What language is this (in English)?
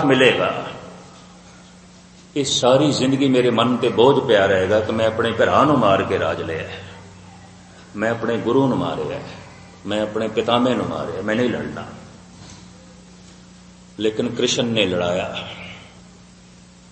Punjabi